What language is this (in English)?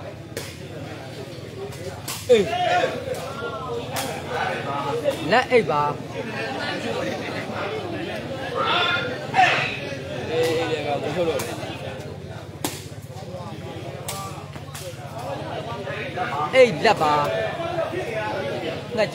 Burmese